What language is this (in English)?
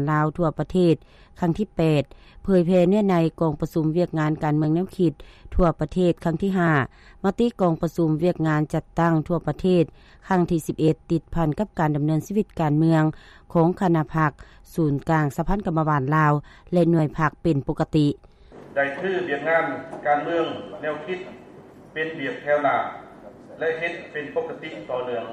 Lao